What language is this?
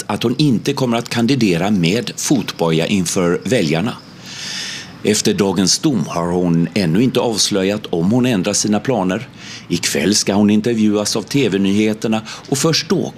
Swedish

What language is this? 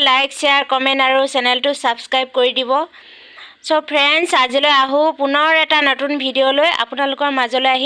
Assamese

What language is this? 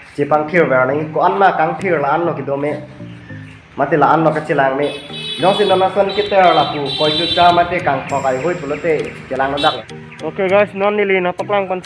Karbi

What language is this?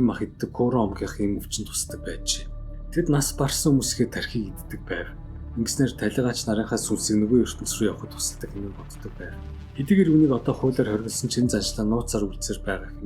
Mongolian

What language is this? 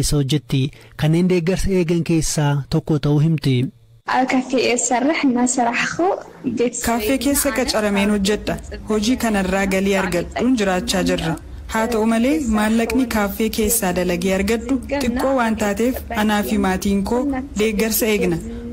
Oromo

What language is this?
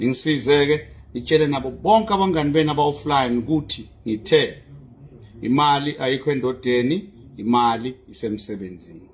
Zulu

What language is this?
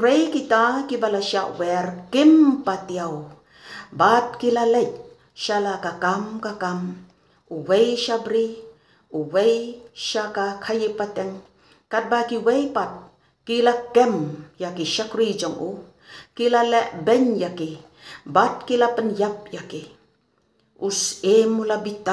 Khasi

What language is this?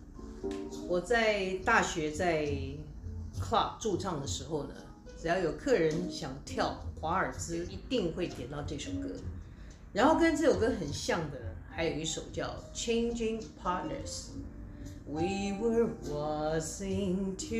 Chinese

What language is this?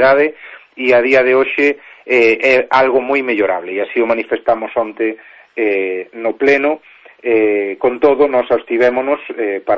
Galician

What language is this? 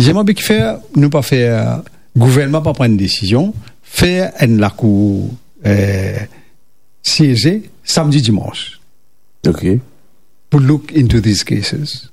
Morisyen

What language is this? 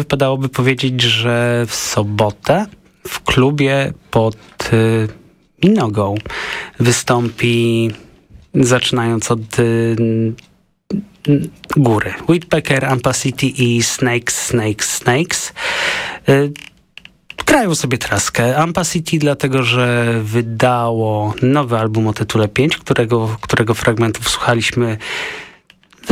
Polish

